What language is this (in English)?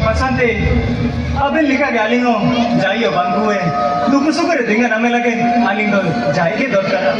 Santali